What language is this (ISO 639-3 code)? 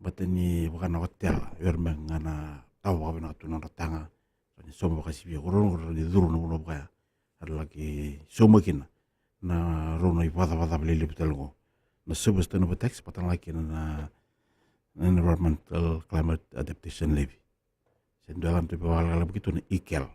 fij